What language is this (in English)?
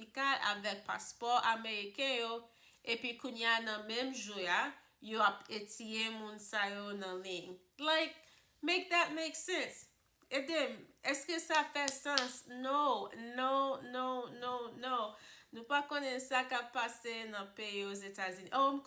Haitian Creole